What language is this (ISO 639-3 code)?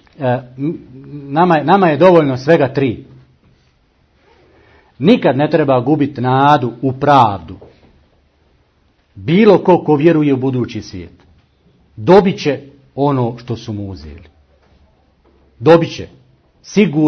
bos